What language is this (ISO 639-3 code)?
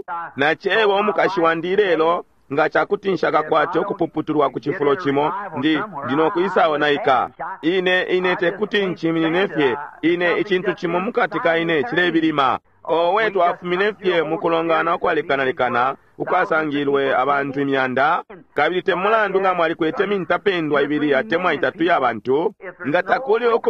bem